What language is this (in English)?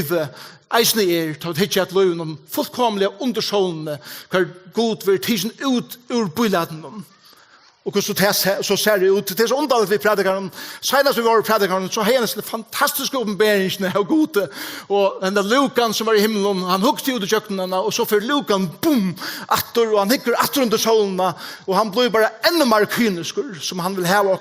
Faroese